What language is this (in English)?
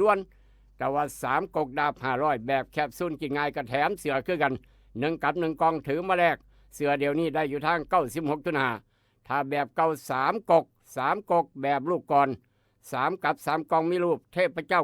Northeastern Thai